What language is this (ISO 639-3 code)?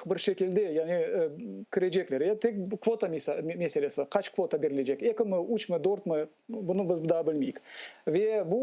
crh